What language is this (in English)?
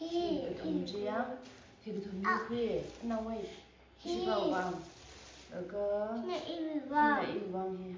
Tangkhul Naga (India)